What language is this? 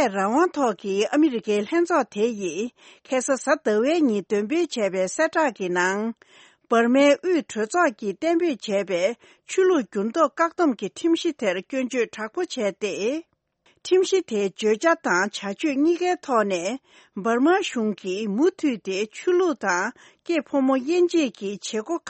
Tibetan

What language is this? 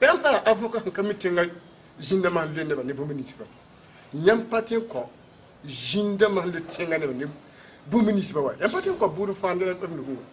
Mossi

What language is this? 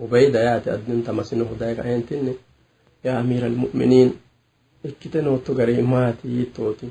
Sidamo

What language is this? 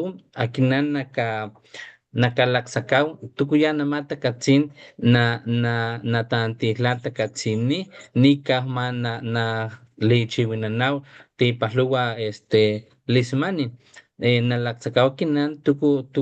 Papantla Totonac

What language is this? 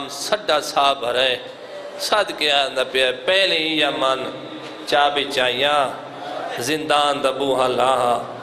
Saraiki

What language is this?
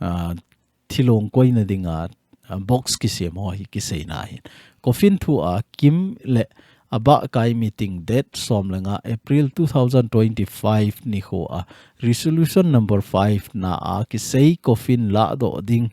Thado Chin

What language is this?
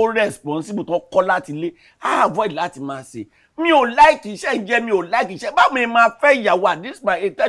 Yoruba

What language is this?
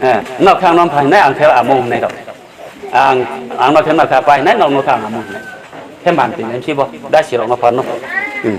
Riang (India)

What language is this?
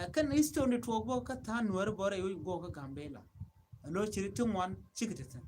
Nuer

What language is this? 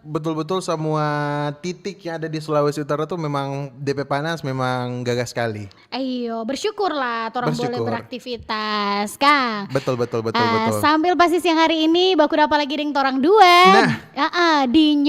Manado Malay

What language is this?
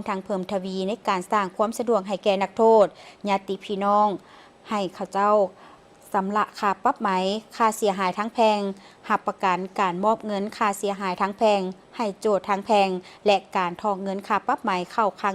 Lao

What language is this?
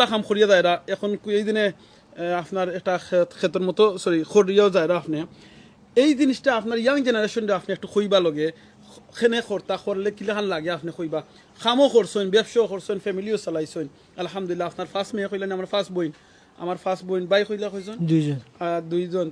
Sylheti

